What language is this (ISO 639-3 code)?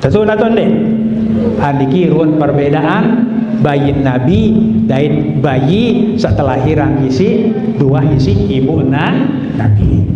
sas